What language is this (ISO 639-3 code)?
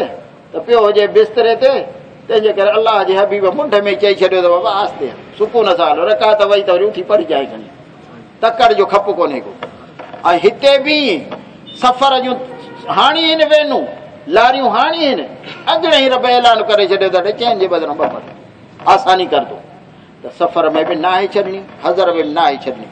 skr